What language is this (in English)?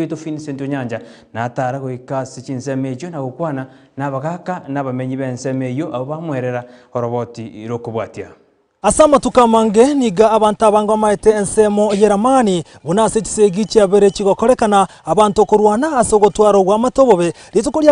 Gusii